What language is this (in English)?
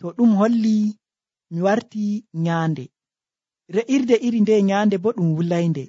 Nigerian Fulfulde